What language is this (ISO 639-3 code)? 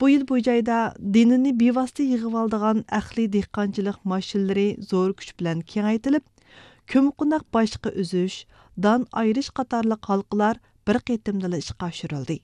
uig